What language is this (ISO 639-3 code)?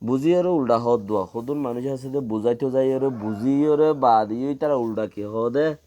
rhg